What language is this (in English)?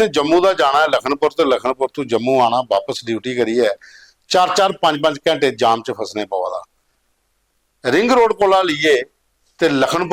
Dogri